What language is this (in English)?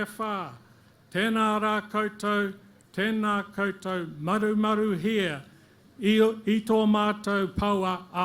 Māori